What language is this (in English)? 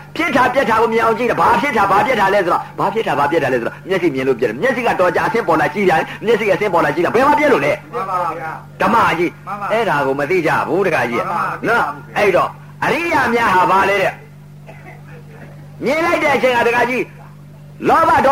Burmese